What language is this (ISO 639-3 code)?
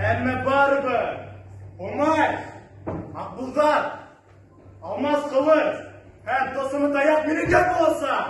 bak